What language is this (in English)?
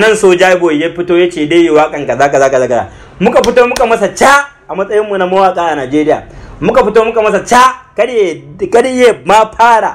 Hausa